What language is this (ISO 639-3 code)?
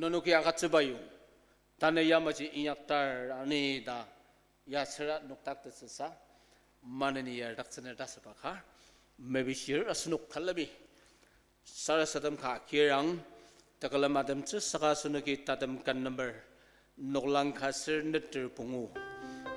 njo